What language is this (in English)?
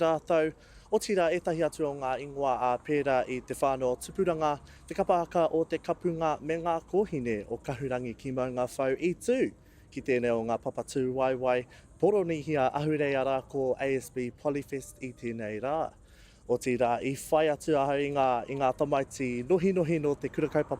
Māori